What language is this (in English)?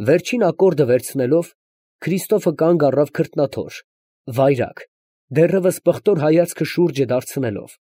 Armenian